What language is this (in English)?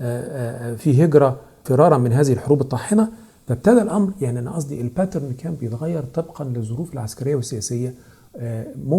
Egyptian Arabic